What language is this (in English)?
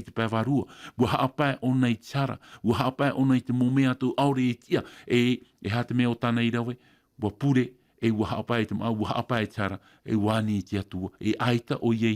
Tahitian